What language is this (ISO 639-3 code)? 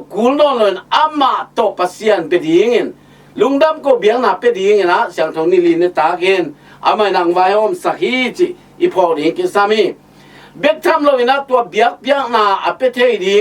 ctd